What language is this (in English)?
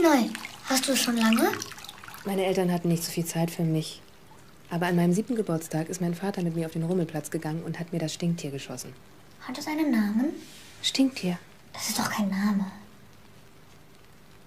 German